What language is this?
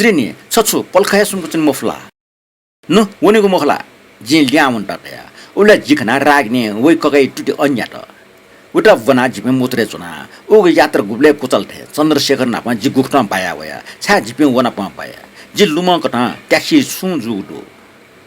Newari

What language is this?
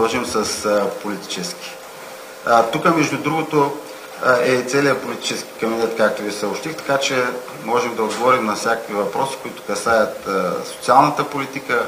Bulgarian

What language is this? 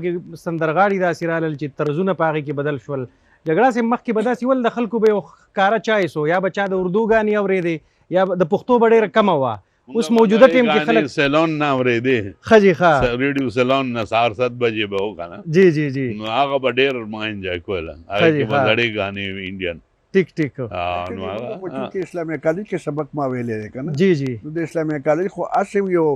Pashto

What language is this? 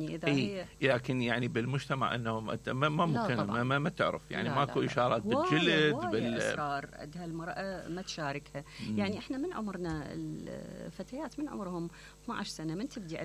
Mesopotamian Arabic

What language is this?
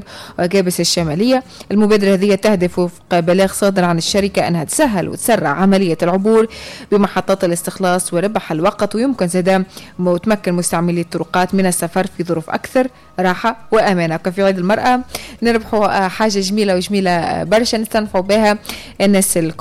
Tunisian Arabic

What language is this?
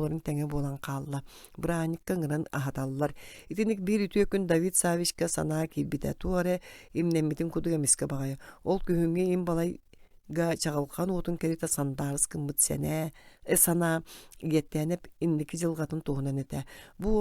Yakut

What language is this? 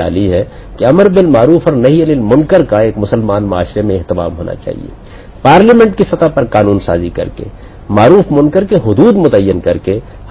Urdu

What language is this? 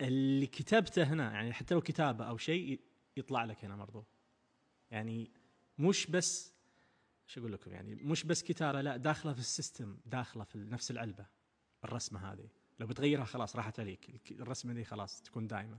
Najdi Arabic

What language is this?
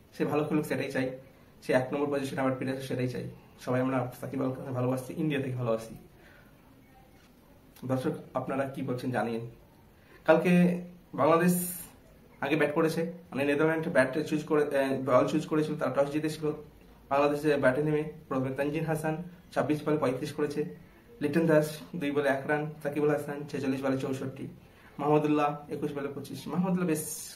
Bangla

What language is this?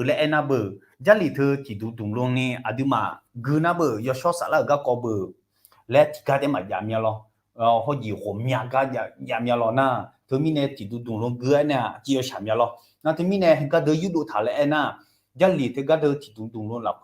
Akha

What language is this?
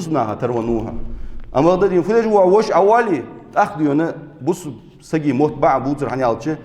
Ingush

